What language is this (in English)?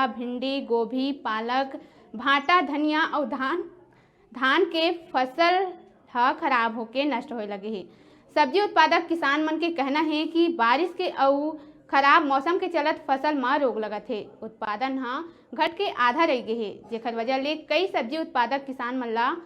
Chhattisgarhi